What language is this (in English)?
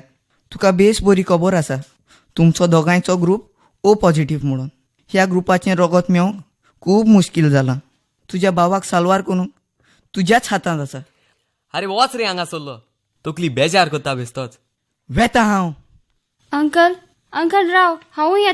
Konkani